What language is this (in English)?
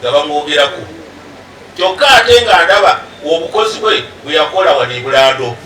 Ganda